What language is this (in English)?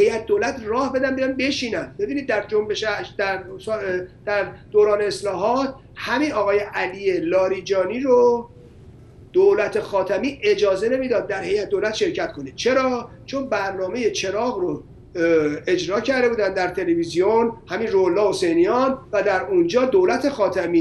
Persian